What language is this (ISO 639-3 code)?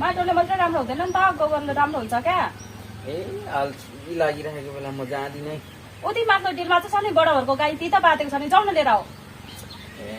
nep